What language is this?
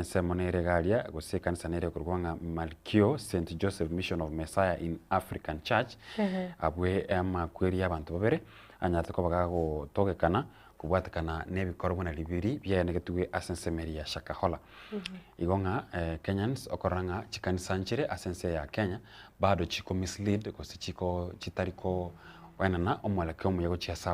Gusii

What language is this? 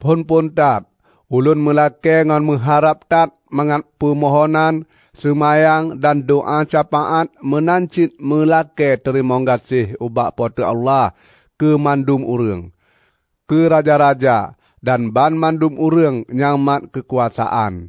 Achinese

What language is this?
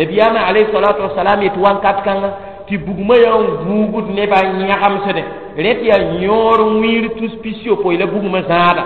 Mossi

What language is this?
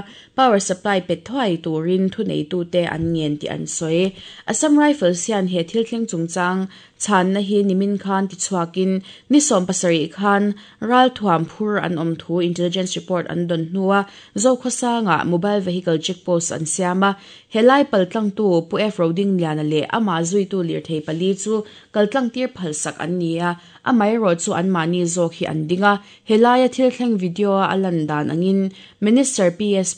Mizo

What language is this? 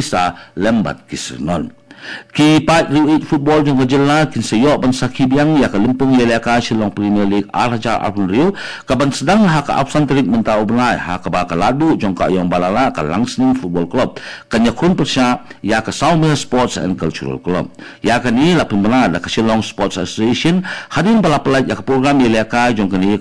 Khasi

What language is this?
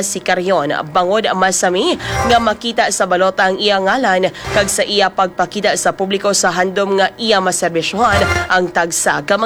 Hiligaynon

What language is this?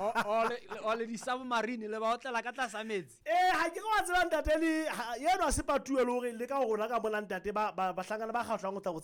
Southern Sotho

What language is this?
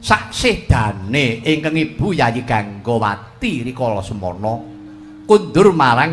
Javanese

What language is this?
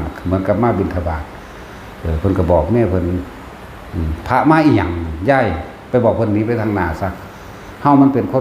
Northeastern Thai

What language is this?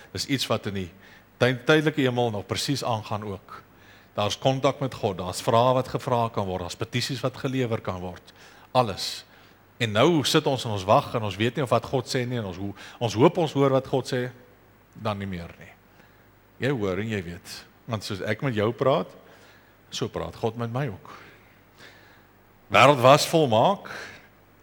Afrikaans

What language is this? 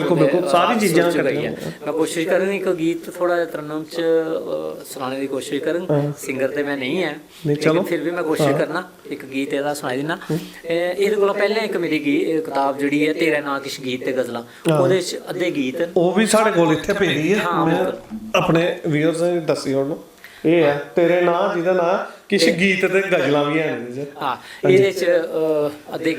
Dogri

